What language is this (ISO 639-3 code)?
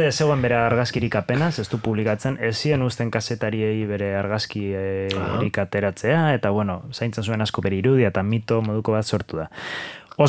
eus